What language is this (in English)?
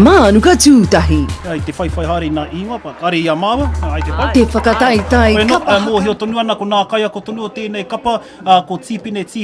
Māori